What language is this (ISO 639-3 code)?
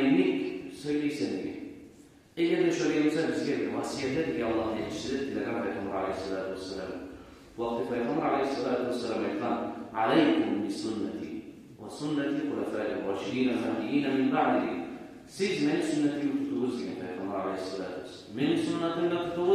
kum